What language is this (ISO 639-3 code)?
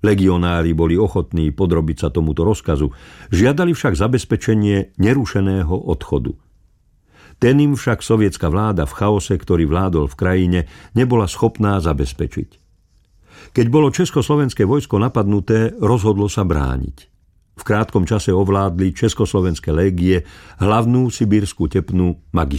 slk